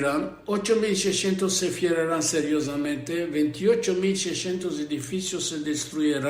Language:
Ladino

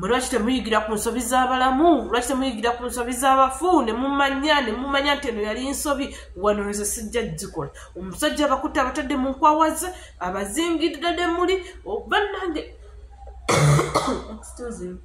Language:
Ganda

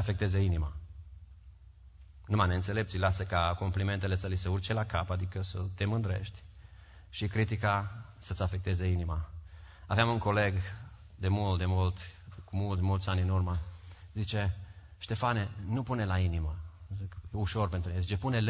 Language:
Romanian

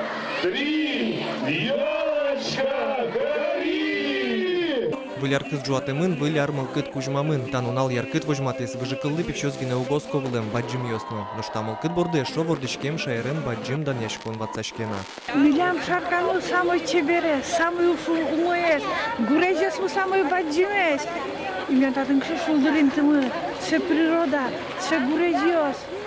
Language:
Udmurt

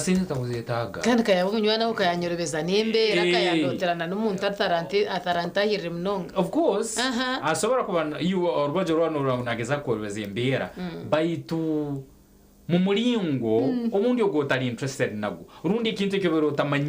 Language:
Nyankole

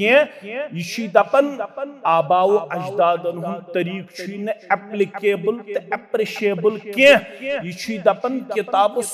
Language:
Kashmiri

